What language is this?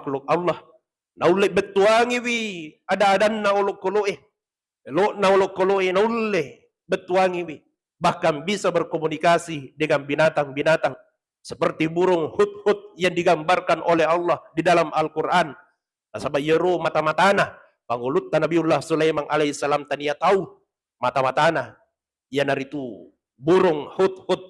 Buginese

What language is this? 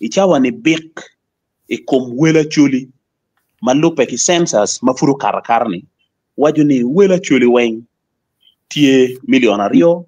Acoli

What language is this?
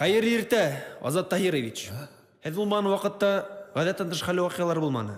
Bashkir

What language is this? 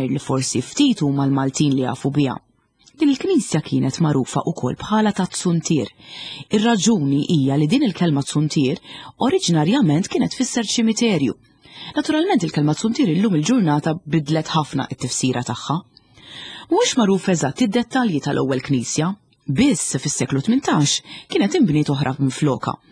Maltese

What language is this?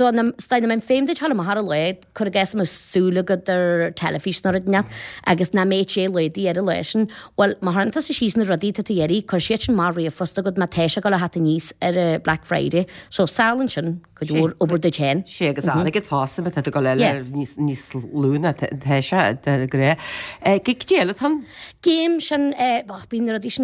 Irish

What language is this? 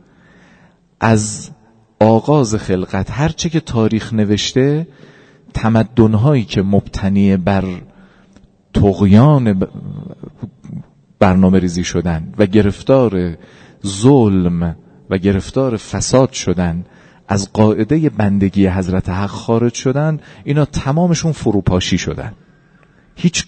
Persian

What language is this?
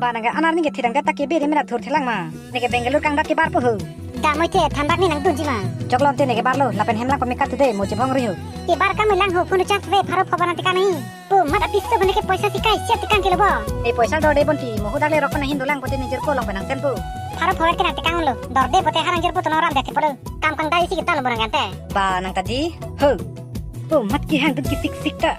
Karbi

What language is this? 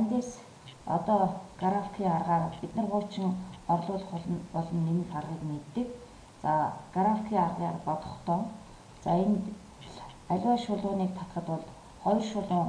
Mongolian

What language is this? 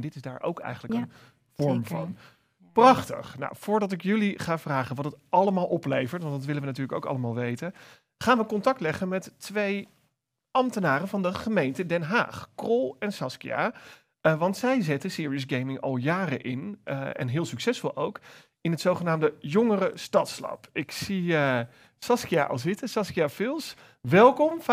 Dutch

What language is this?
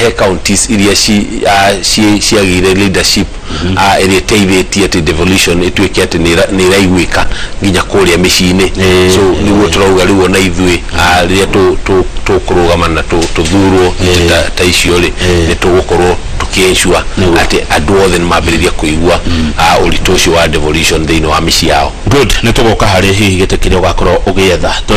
Kikuyu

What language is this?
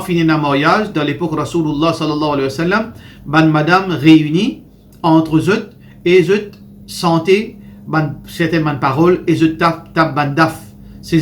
Morisyen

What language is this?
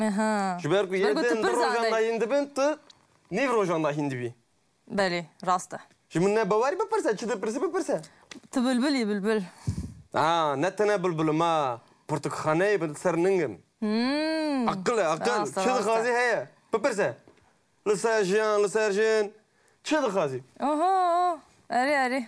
Kurdish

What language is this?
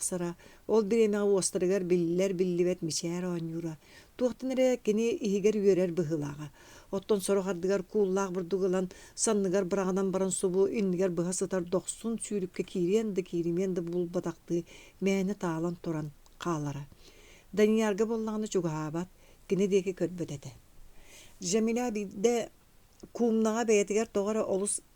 Yakut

